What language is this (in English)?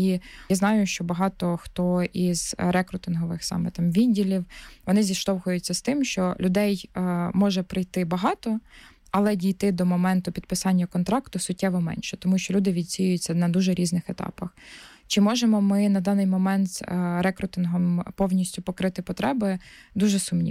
Ukrainian